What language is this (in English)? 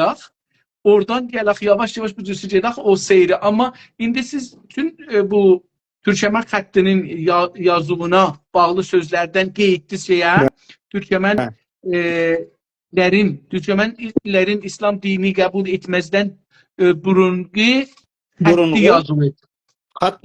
South Azerbaijani